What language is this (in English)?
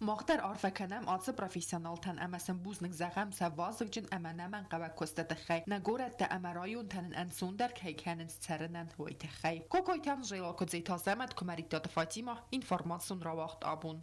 Ossetic